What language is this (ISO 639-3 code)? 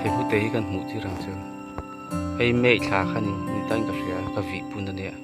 lus